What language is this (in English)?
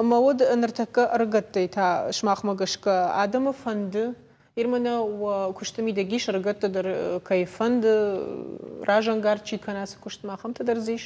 Ossetic